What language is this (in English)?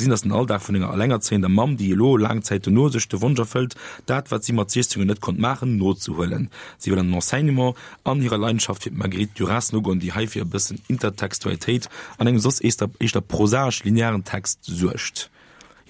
Luxembourgish